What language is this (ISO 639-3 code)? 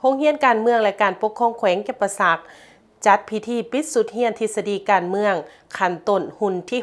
lao